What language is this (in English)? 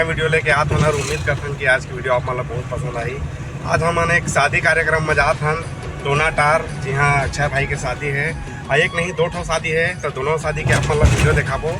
Chhattisgarhi